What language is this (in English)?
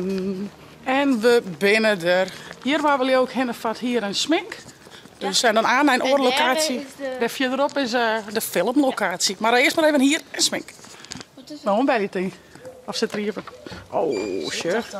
Western Frisian